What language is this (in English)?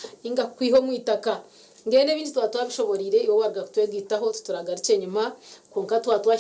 Nyankole